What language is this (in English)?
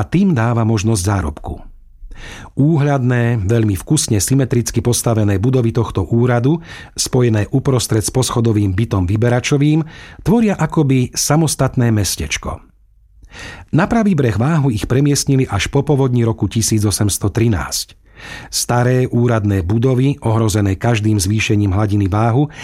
Slovak